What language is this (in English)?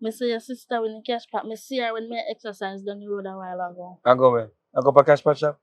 Jamaican Creole English